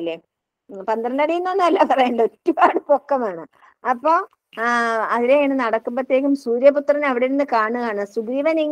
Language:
Malayalam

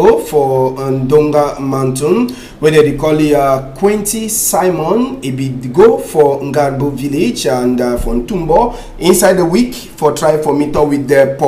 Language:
Cameroon Pidgin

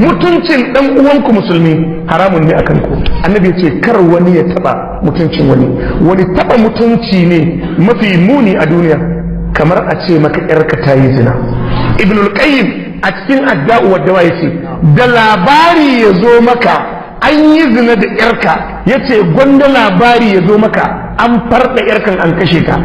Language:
Hausa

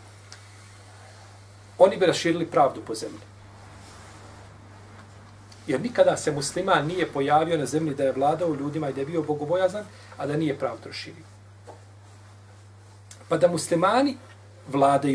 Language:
Bosnian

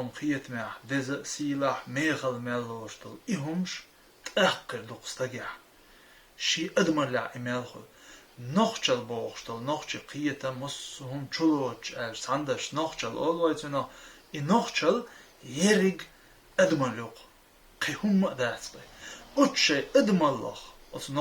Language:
Chechen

